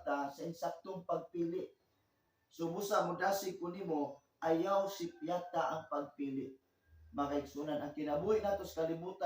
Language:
Cebuano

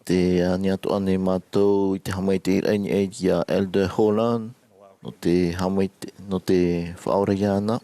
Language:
Tahitian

